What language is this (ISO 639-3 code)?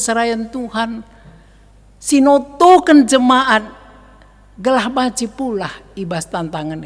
btx